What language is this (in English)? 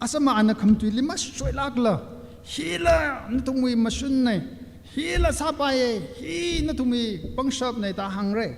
Tangkhul Naga (India)